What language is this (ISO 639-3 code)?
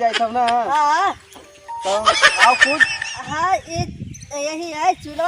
mag